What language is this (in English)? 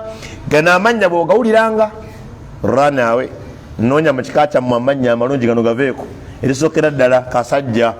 Ganda